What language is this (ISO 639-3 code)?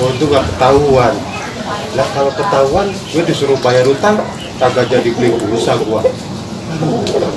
bew